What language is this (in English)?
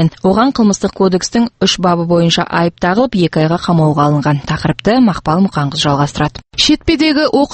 Kazakh